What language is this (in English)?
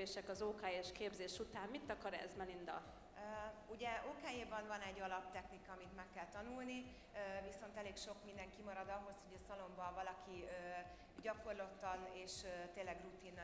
Hungarian